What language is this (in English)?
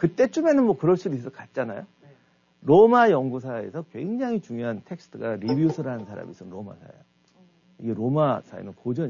Korean